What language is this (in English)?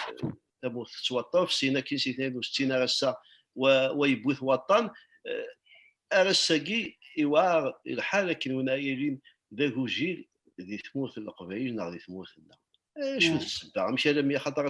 Kabyle